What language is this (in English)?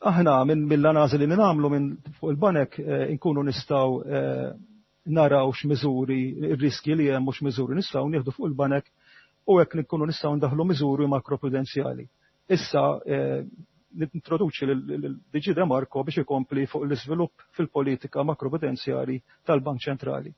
Maltese